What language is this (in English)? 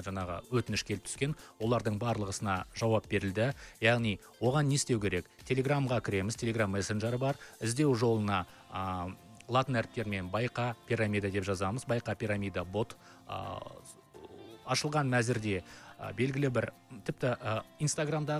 Kazakh